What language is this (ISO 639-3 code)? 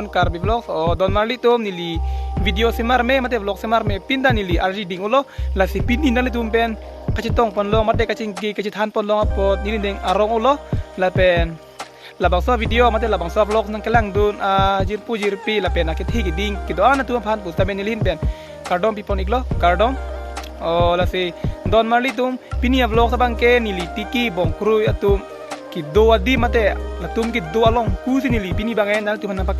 mjw